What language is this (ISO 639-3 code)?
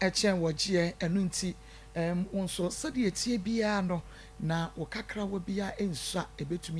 aka